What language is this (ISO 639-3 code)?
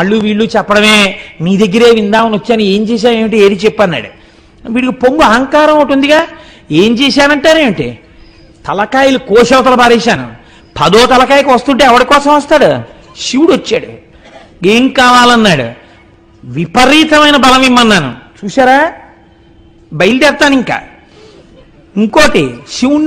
tel